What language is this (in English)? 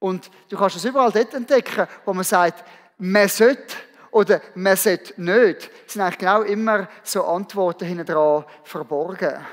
Swiss German